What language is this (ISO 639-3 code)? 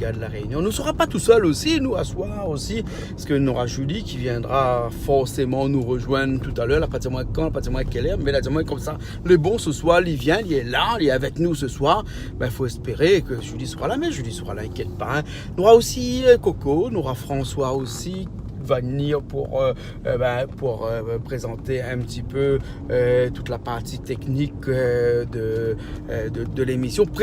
rcf